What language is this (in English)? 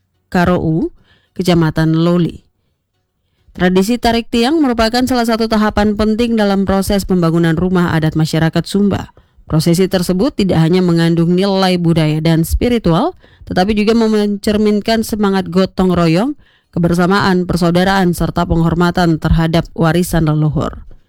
Indonesian